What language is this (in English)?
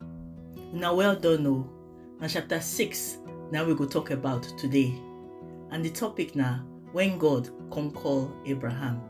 Nigerian Pidgin